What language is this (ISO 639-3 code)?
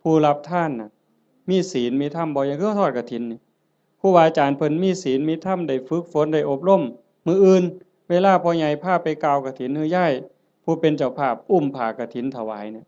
tts